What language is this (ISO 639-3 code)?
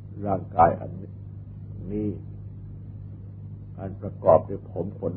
tha